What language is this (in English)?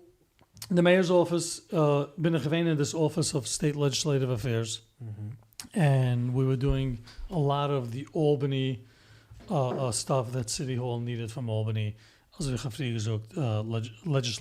Yiddish